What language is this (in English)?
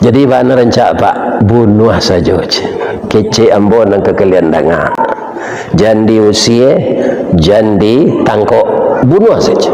Minangkabau